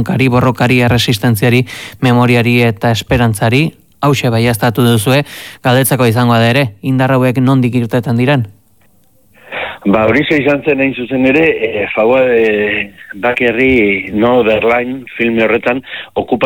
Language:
Basque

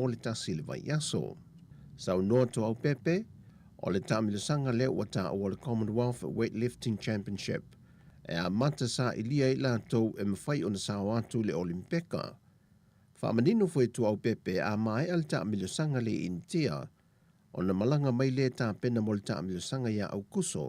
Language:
Samoan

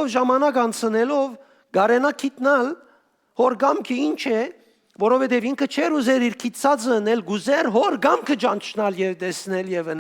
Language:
Western Armenian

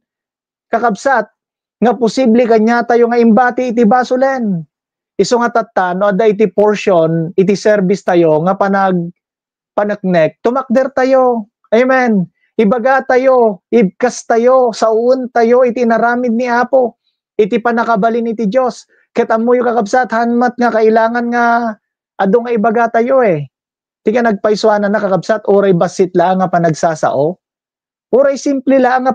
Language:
Iloko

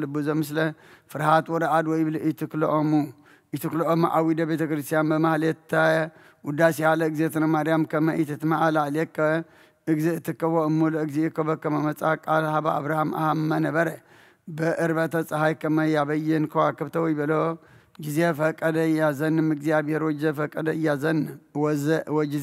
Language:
Geez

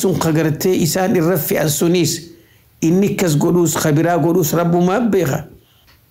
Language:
Oromo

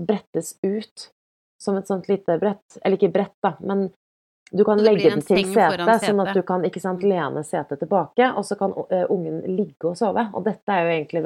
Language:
Norwegian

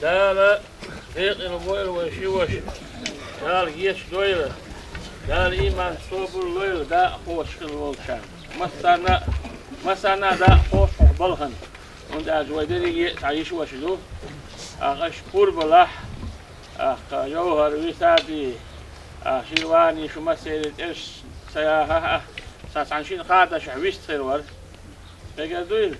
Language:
Chechen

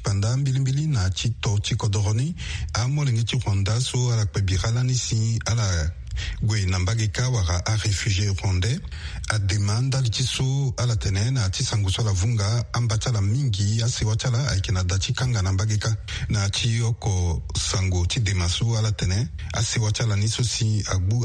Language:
Sango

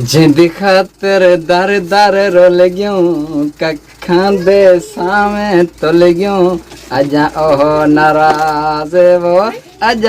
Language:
Saraiki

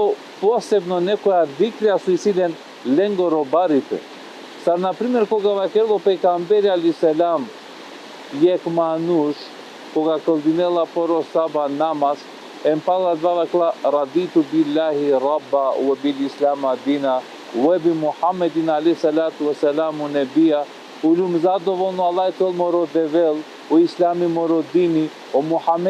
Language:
Balkan Romani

